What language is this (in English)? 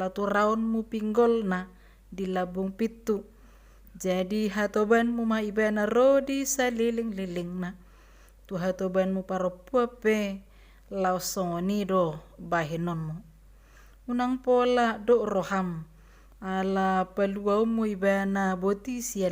Batak Toba